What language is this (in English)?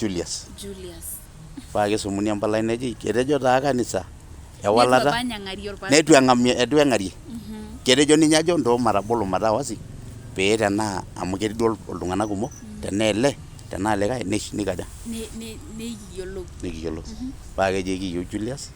Masai